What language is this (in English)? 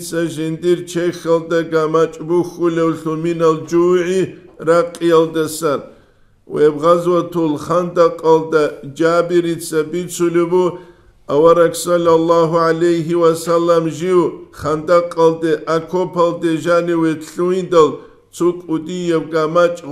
Avaric